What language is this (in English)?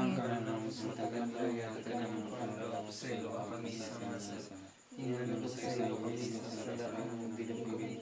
Cebuano